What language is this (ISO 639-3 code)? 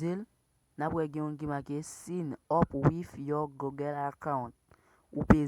hat